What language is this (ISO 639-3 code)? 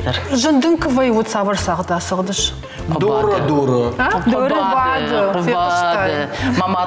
oss